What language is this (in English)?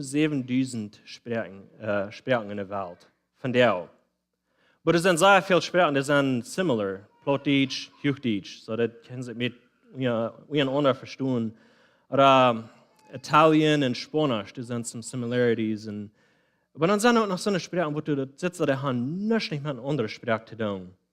Plautdietsch